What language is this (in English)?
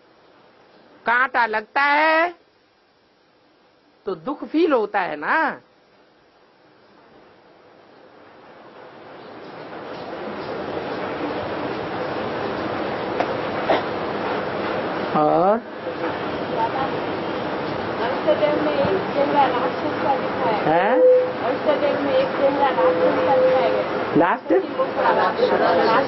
Hindi